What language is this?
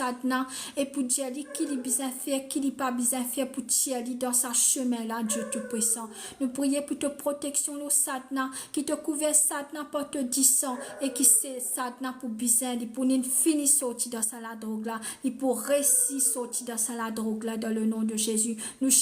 Morisyen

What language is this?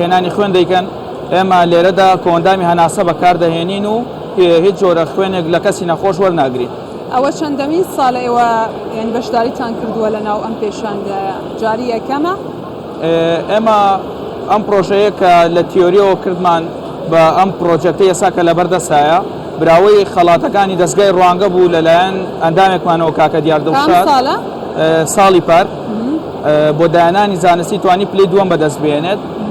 Central Kurdish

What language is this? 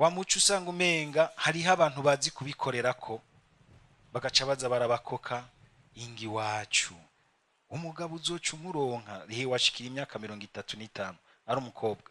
Rundi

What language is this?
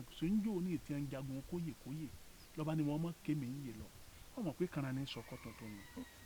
Yoruba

